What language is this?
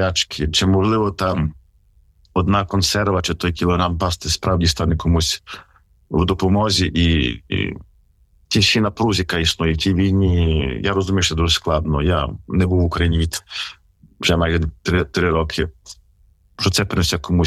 Ukrainian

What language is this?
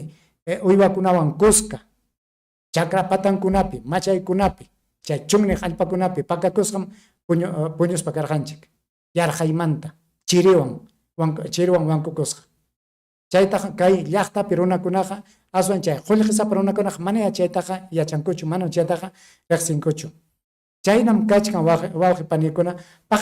Ayacucho Quechua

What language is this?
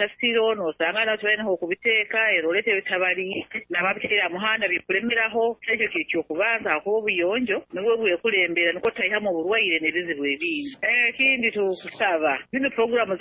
Nyoro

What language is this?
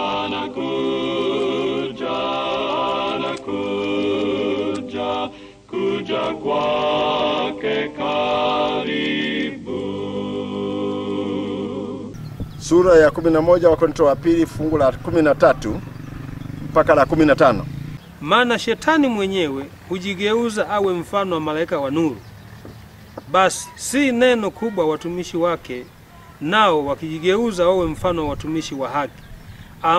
Swahili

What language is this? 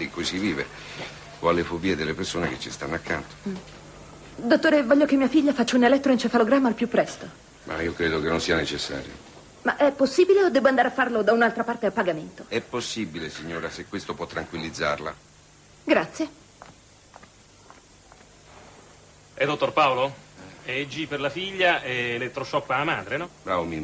Italian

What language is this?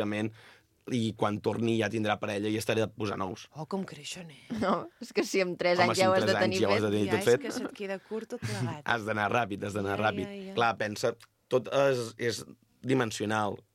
Catalan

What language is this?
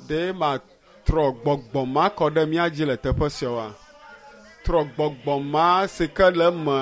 Ewe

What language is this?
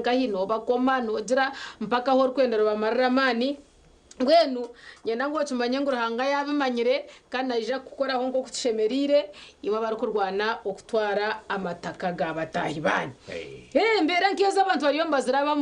Nyankole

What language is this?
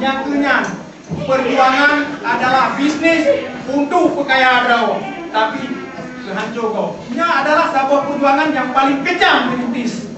Achinese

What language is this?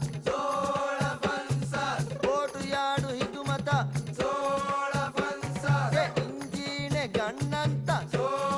Divehi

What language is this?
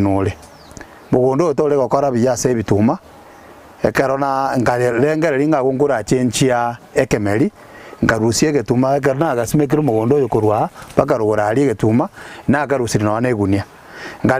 Gusii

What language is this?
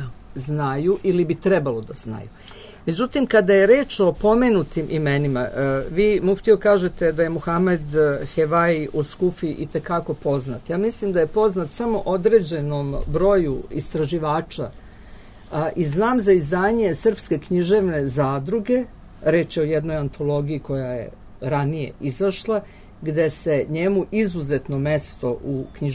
Serbian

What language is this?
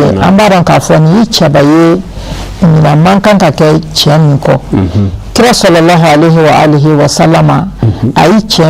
Bambara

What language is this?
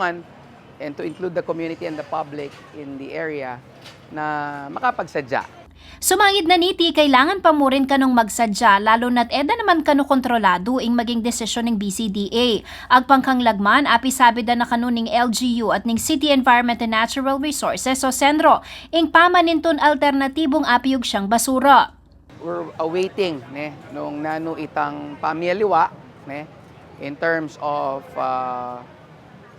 Pampanga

